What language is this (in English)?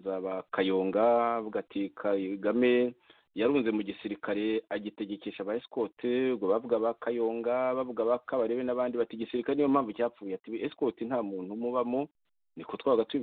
Kinyarwanda